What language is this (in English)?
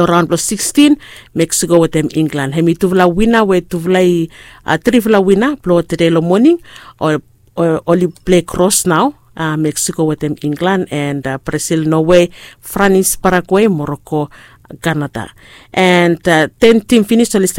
Bislama